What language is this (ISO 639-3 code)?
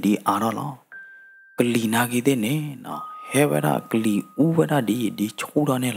ksw